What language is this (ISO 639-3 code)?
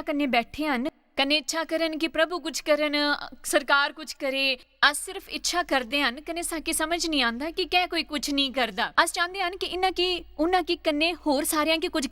doi